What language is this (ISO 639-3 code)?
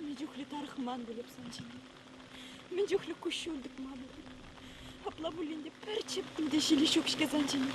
chv